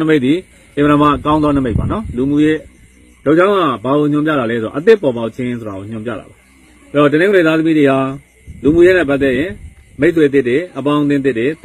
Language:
Burmese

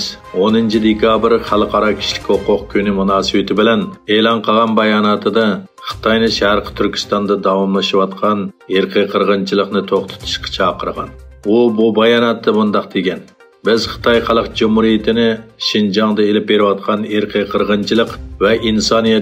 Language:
Uyghur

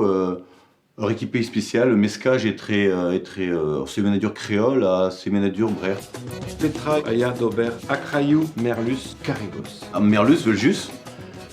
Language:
Breton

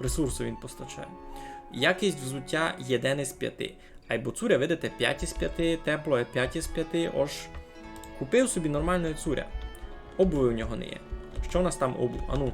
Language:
Rusyn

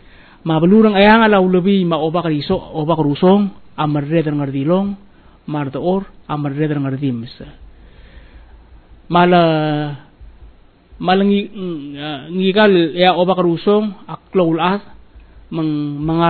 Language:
Palauan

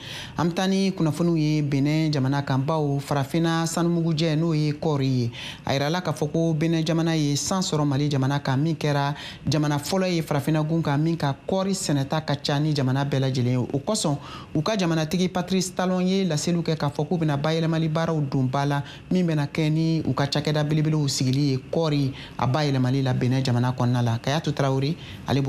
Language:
Bambara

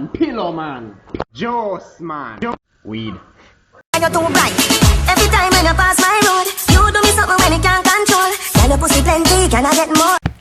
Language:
Jamaican Creole English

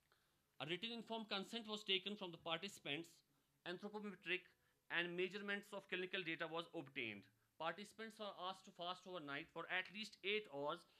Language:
English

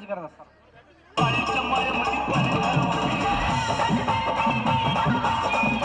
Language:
Marathi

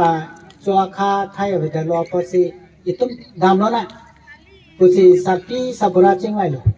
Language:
Karbi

